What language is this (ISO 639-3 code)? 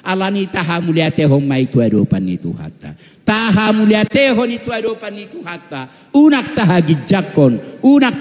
bbc